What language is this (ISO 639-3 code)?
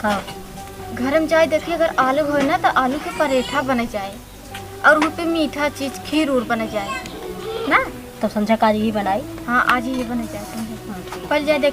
awa